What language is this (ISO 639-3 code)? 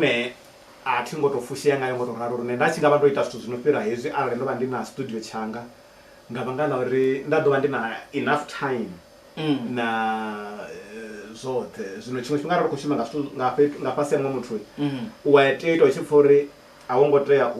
ven